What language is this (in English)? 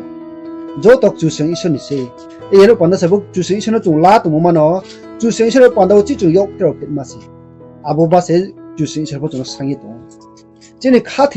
Riang (India)